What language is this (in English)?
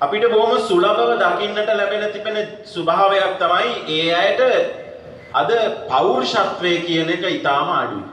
Sinhala